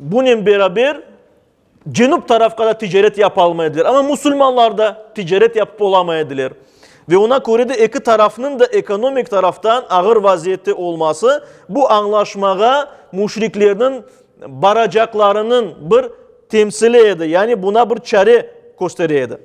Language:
Crimean Tatar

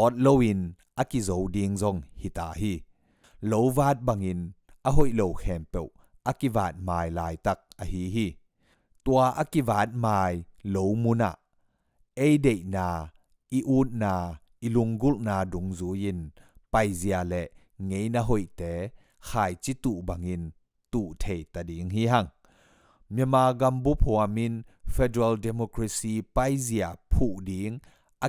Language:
Tedim Chin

